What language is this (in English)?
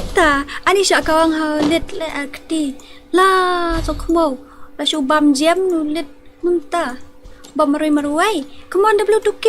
Khasi